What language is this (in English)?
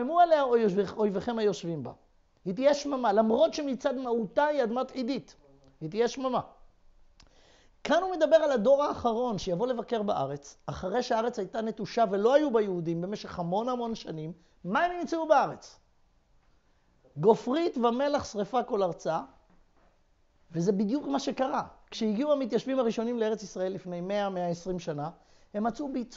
Hebrew